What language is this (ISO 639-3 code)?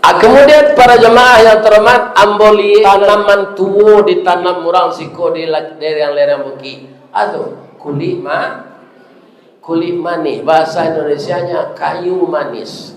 min